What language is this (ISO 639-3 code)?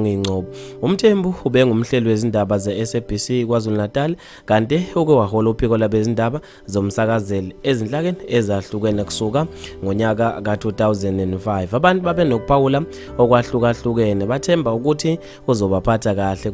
zul